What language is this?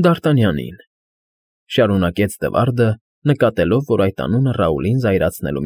Armenian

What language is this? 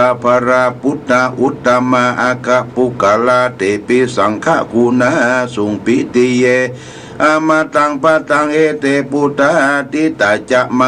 Pali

